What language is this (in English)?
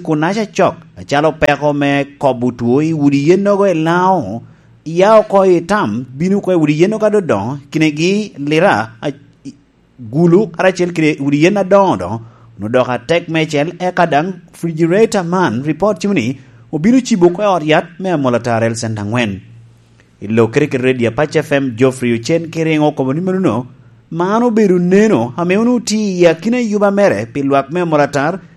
Lango (Uganda)